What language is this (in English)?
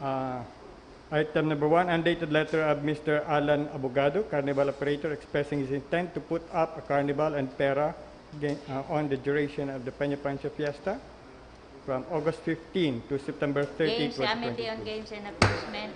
Bikol